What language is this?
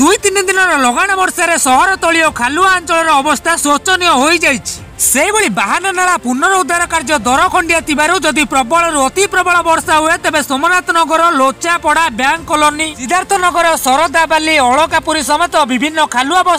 Odia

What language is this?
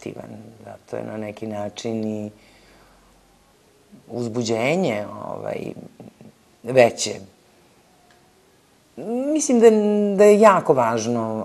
Serbian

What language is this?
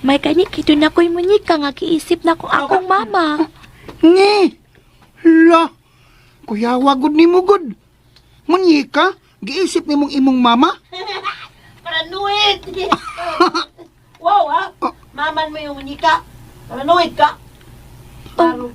Cebuano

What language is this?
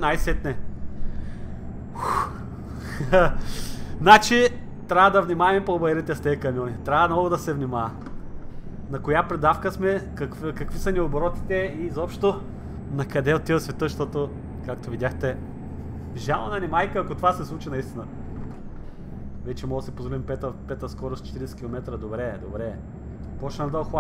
Bulgarian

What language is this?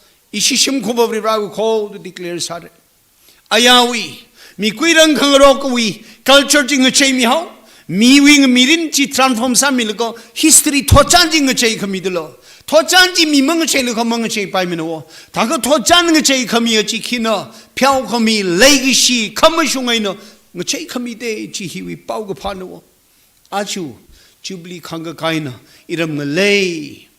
Tangkhul Naga (India)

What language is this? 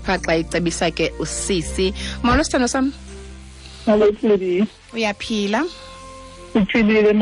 Xhosa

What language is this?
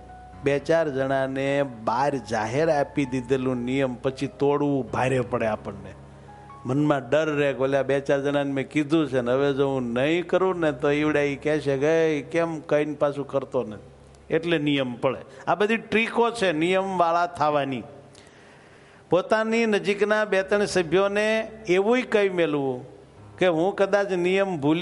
Gujarati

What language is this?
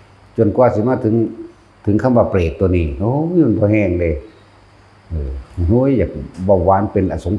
Northeastern Thai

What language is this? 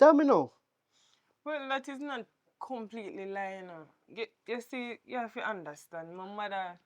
Jamaican Creole English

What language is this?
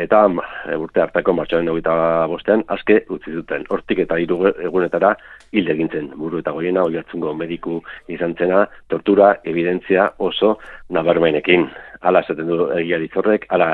Basque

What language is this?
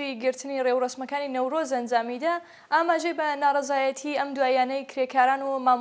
Central Kurdish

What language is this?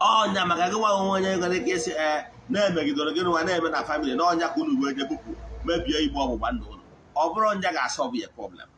Igbo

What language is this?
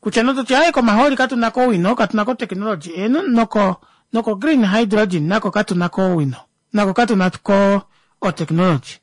Kuanyama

